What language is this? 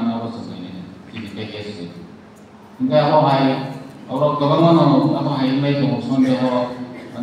Kok Borok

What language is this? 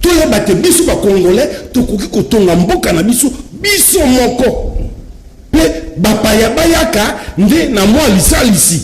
Lingala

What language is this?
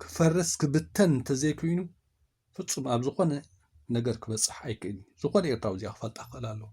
Tigrinya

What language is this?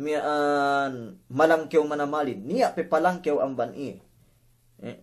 Yakan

